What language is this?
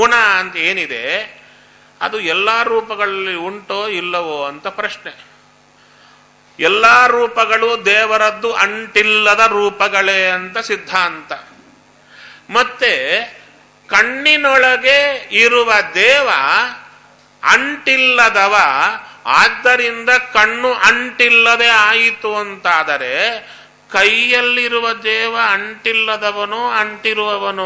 Kannada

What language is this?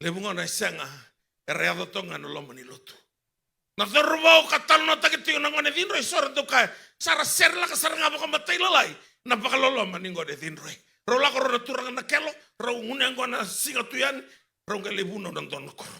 Fijian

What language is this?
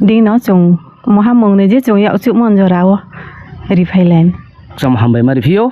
Riang (India)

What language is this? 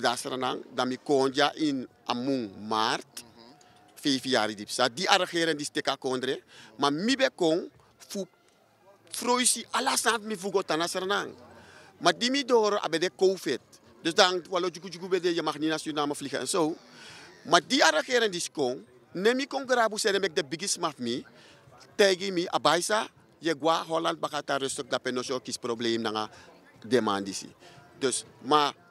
Sranan Tongo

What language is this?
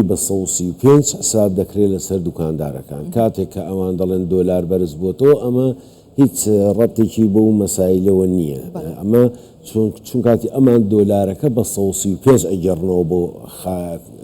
Central Kurdish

